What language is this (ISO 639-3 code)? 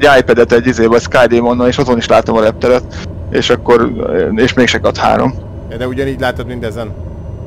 hun